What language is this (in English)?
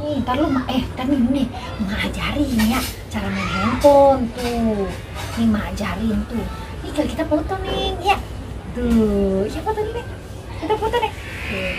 Betawi